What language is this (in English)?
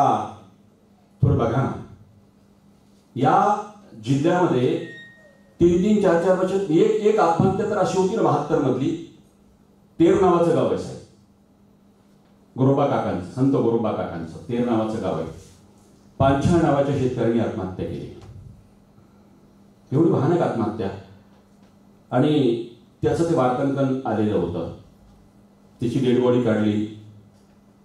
Marathi